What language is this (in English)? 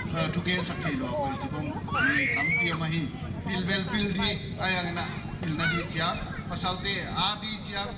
Paite Chin